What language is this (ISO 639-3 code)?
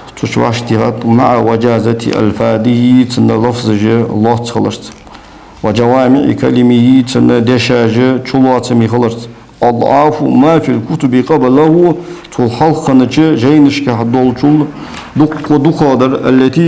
inh